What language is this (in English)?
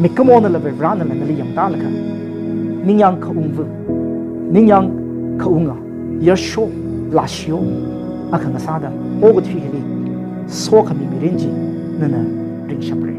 Tangkhul Naga (India)